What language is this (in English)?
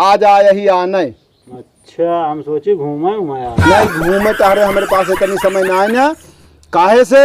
Awadhi